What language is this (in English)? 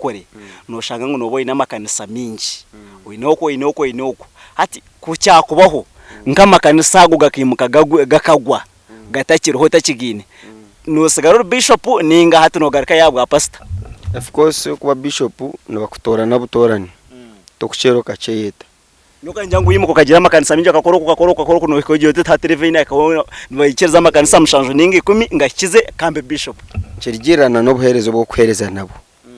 Nyankole